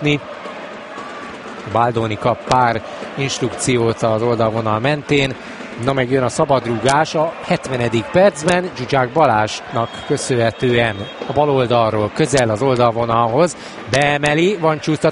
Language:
Hungarian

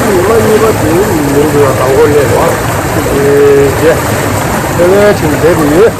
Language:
Tibetan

